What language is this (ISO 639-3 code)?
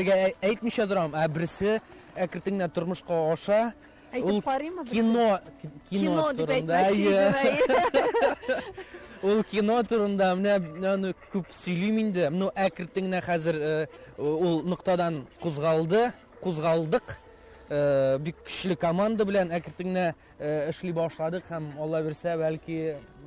tat